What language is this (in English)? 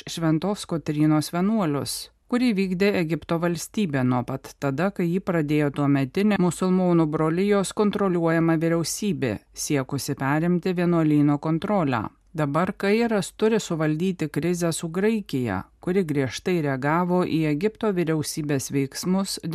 Lithuanian